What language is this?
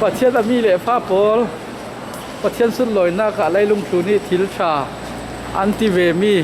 Falam Chin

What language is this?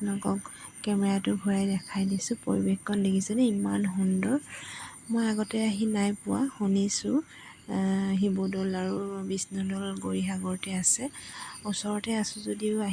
Assamese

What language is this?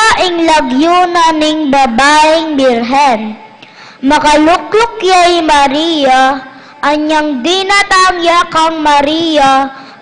Pampanga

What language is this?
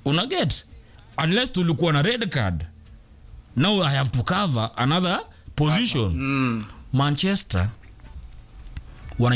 Swahili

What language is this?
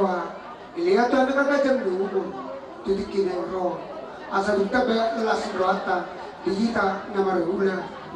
Batak Toba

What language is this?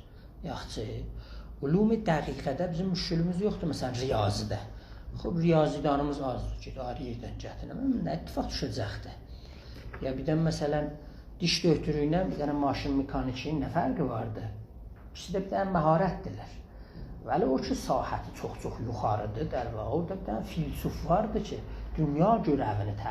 South Azerbaijani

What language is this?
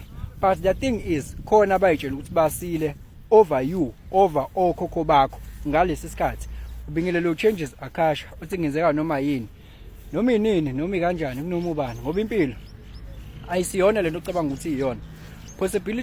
Zulu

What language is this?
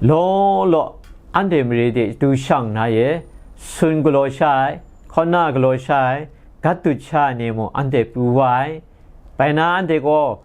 Kachin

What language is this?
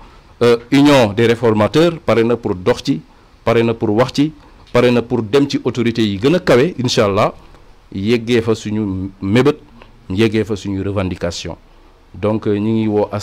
Wolof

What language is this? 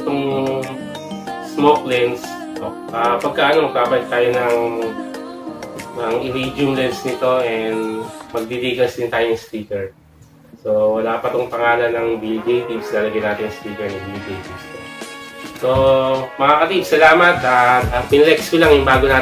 Filipino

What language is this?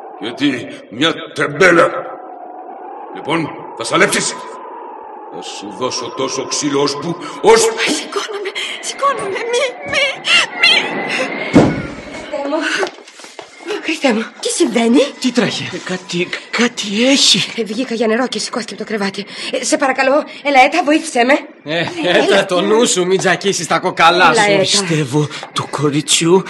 Greek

